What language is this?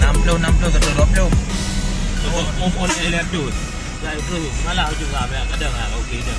Achinese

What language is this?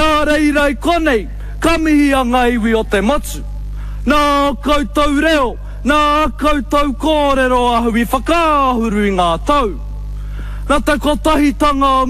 Māori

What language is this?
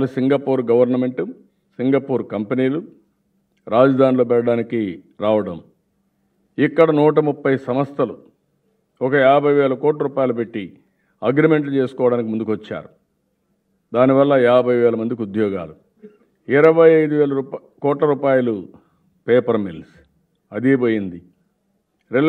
Telugu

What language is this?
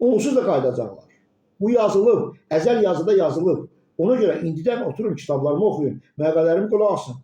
Azerbaijani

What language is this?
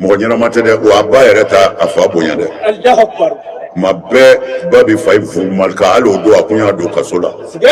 Bambara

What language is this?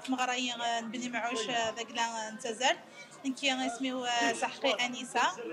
Kabyle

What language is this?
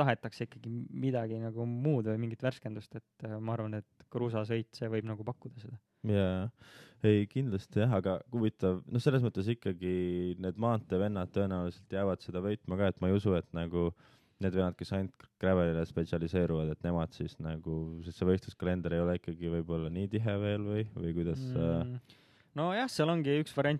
Estonian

